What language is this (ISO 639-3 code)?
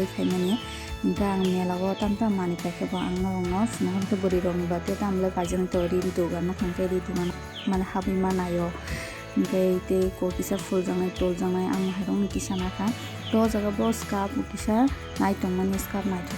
trp